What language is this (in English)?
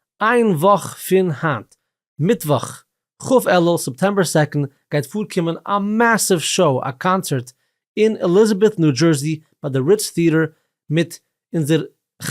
Yiddish